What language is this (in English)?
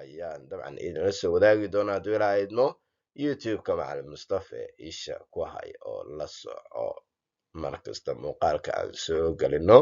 Somali